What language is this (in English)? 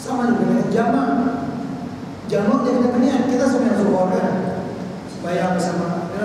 Malay